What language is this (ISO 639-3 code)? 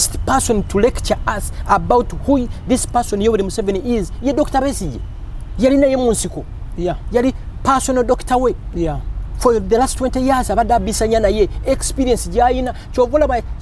lug